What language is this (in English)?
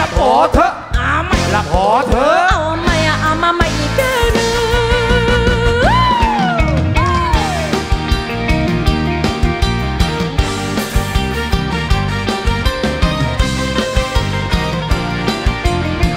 Thai